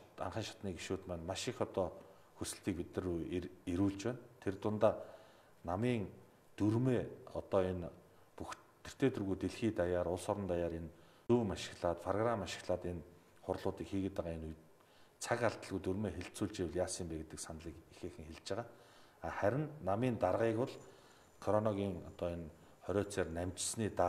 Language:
Mongolian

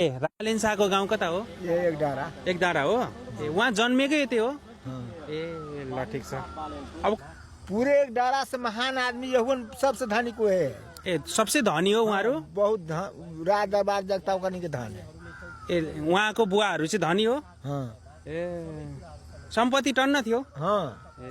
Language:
Nepali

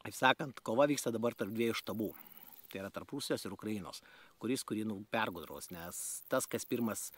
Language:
Lithuanian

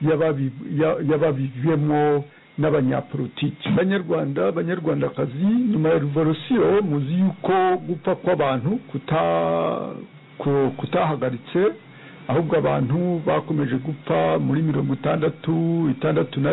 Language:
Kinyarwanda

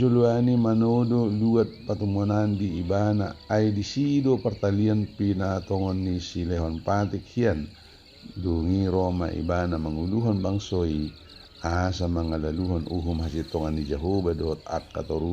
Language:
Batak Toba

